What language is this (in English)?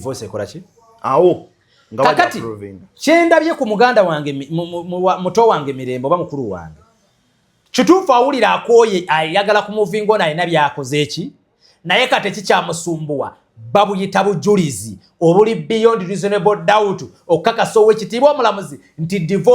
Ganda